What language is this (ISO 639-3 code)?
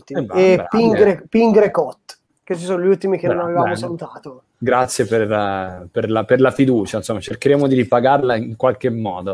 ita